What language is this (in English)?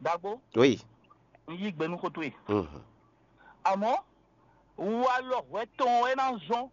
Fon